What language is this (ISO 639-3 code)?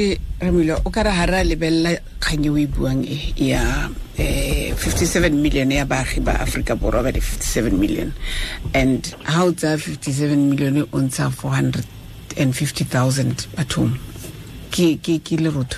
tsn